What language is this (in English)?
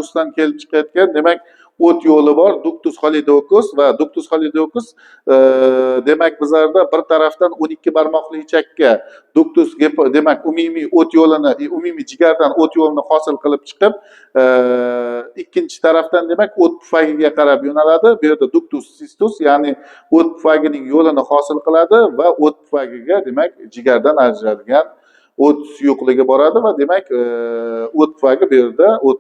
Uzbek